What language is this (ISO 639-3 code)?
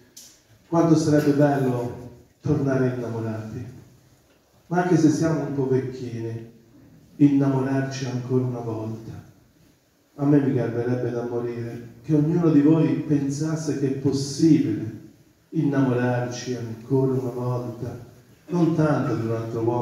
ita